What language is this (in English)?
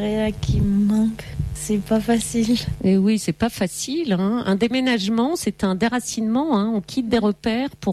French